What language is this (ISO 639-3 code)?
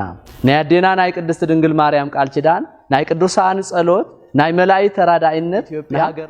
tir